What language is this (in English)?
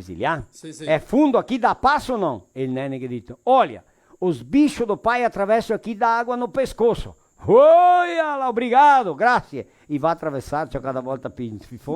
Venetian